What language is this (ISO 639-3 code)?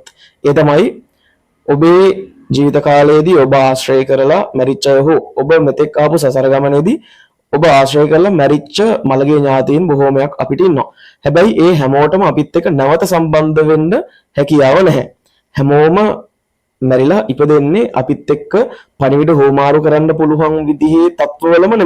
sin